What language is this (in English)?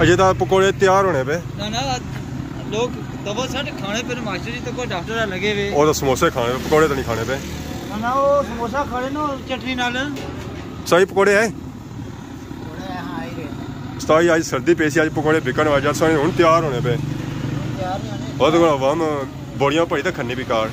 Pahari-Potwari